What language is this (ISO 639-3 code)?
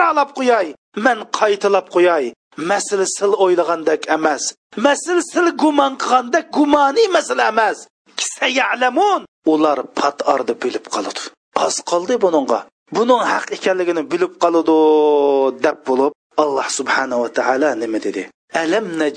uig